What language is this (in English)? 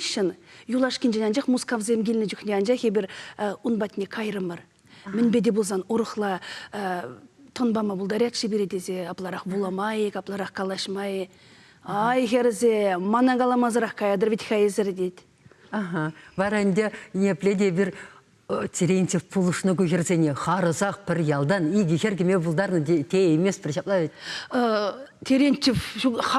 Chuvash